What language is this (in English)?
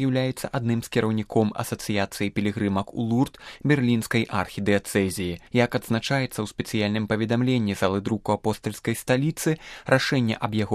Belarusian